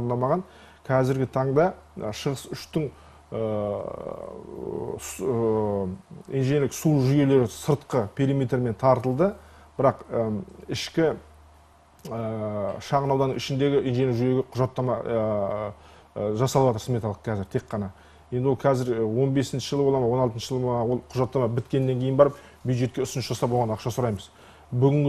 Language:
Kazakh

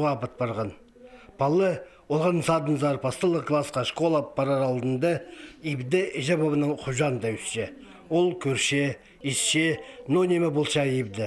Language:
Khakas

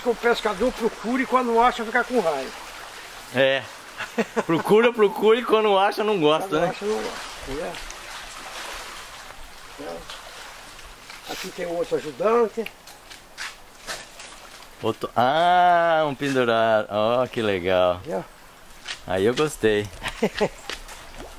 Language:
Portuguese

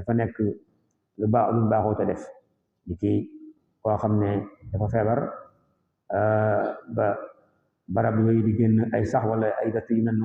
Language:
Wolof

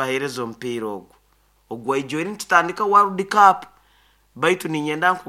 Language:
Nyoro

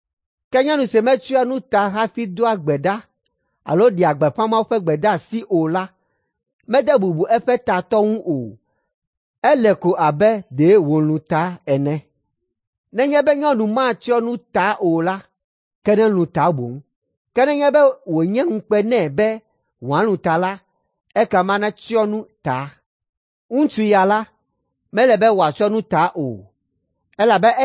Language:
Ewe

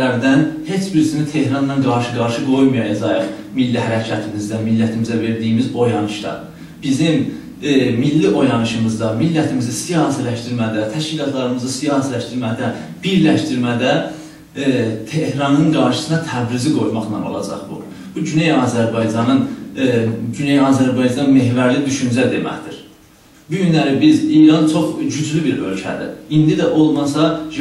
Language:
South Azerbaijani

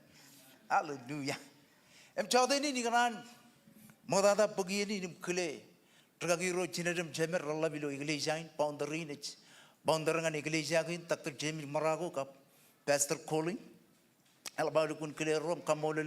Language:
Marshallese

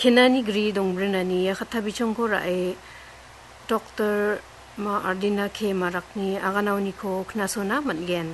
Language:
Garo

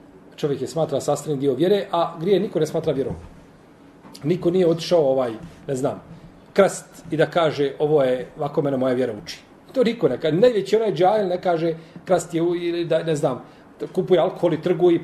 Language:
Bosnian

